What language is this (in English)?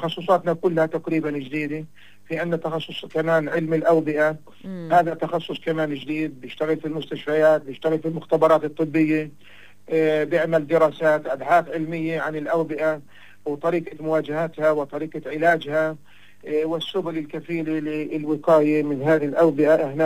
North Levantine Arabic